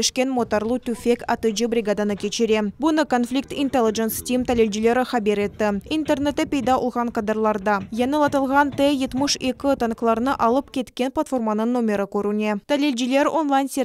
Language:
Crimean Tatar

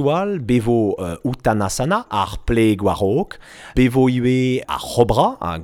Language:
Breton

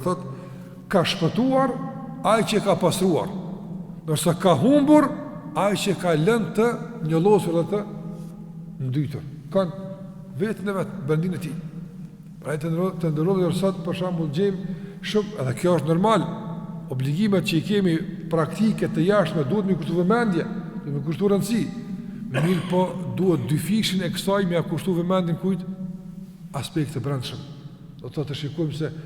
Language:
Albanian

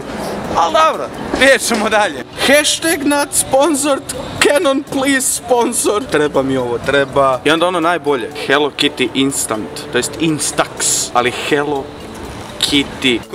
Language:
Croatian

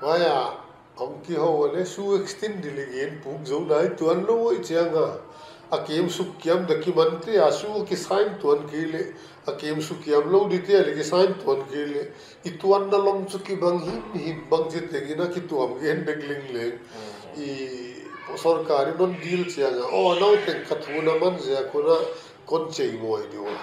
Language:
Paite Chin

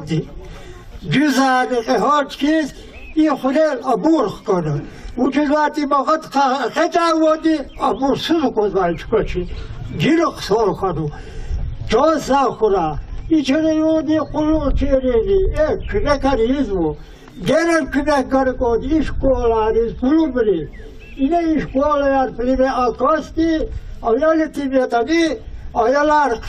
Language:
Lezghian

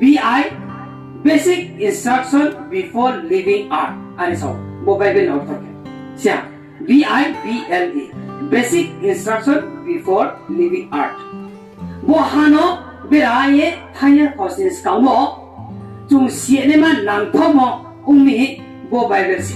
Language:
Riang (India)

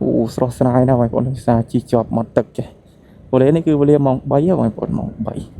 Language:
Khmer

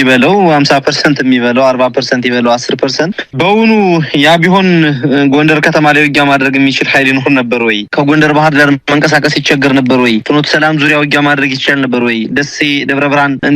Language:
Amharic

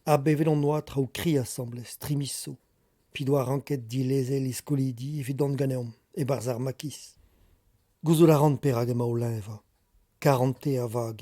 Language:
Breton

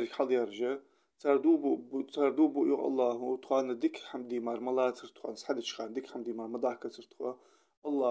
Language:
Ingush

